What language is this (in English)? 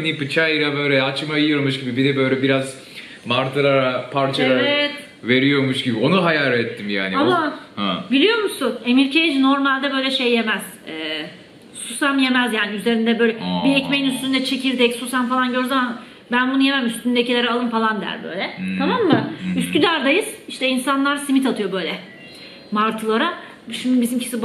Turkish